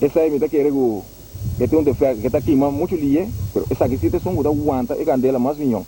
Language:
Papiamento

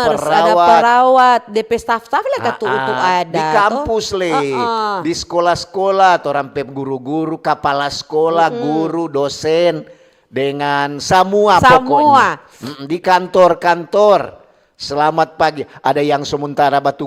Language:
Manado Malay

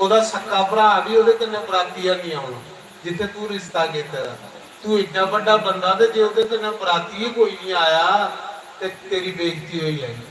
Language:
Dogri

